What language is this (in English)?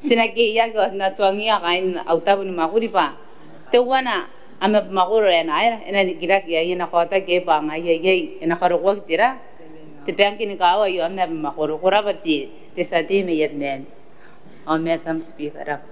Gilbertese